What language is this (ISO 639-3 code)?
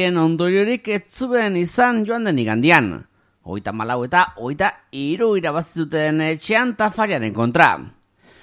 eus